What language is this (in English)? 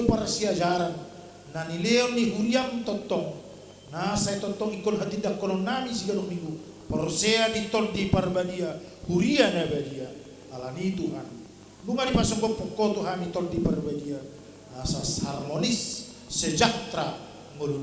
Batak Toba